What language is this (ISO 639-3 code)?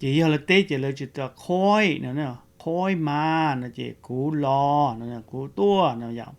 hmn